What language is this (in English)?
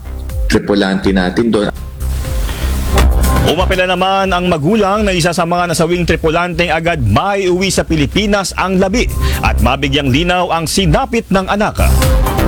Filipino